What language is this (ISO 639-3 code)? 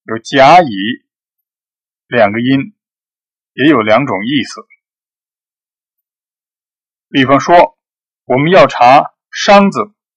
zho